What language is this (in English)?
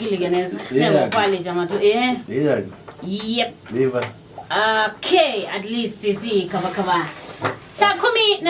Kamba